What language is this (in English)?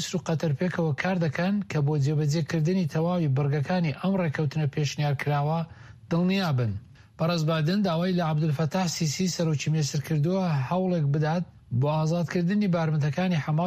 Central Kurdish